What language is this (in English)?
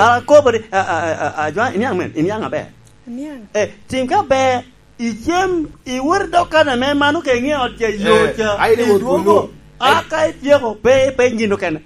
Lango (Uganda)